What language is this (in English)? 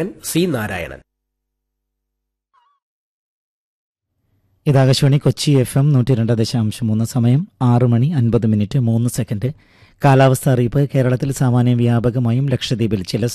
Malayalam